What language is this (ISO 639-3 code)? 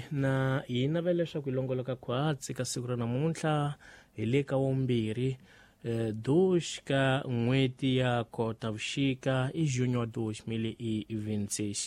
tso